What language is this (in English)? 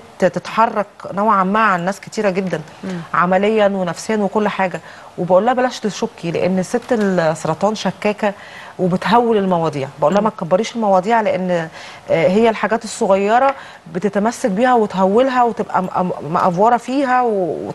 Egyptian Arabic